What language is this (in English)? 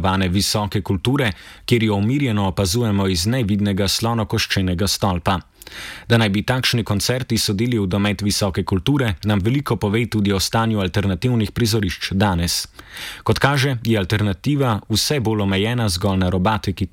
Slovenian